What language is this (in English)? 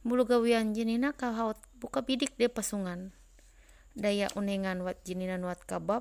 Ma'anyan